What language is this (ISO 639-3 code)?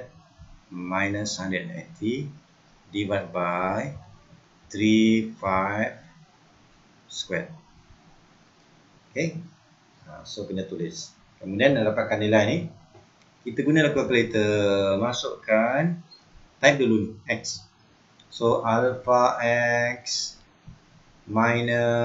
msa